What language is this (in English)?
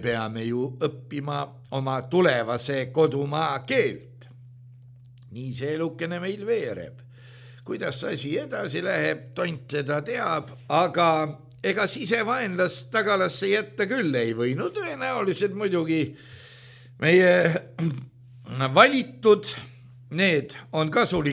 Estonian